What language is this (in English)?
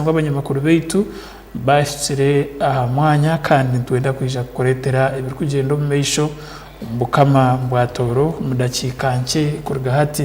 Tooro